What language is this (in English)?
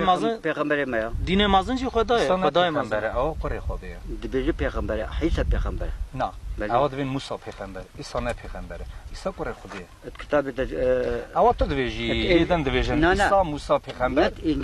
Kurdish